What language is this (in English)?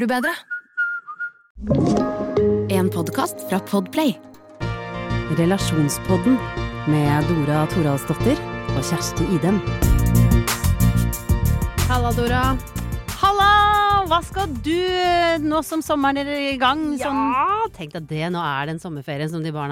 Norwegian